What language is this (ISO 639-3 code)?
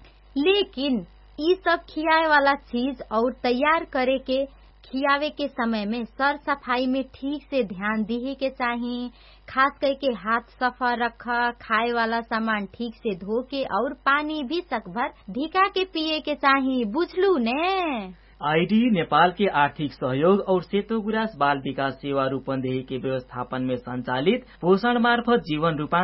bho